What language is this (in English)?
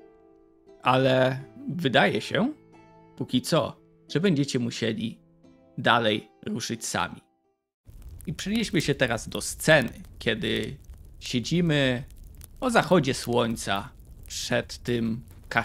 Polish